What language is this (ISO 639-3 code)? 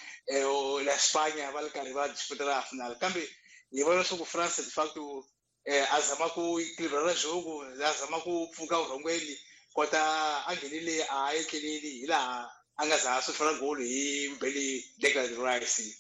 tso